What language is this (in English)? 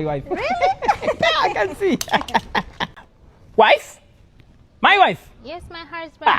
English